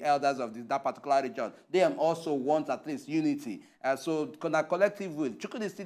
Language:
Nigerian Pidgin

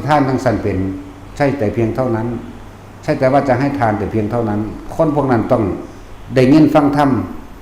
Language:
Northeastern Thai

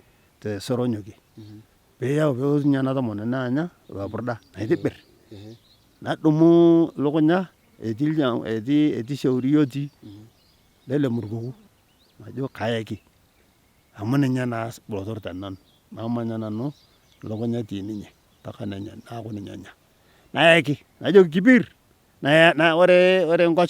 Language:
Masai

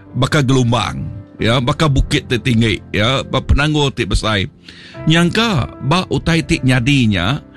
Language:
Iban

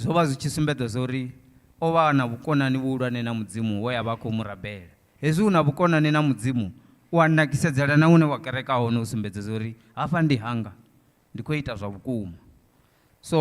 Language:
Venda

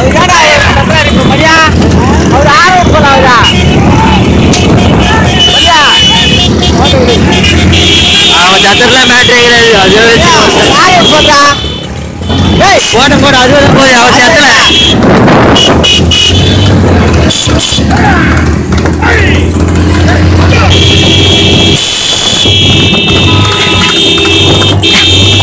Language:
Tamil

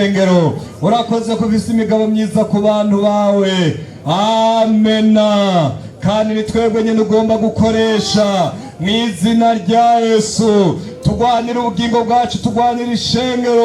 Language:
Rundi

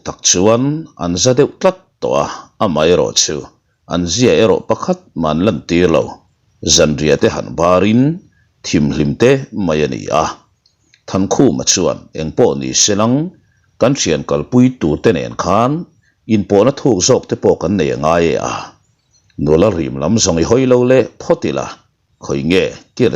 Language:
Mizo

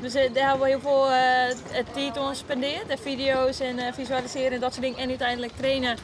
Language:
Western Frisian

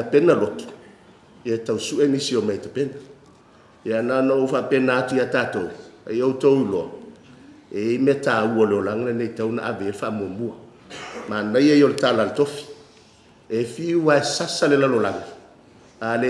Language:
Samoan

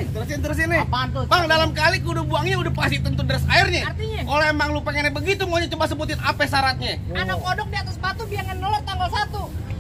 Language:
Betawi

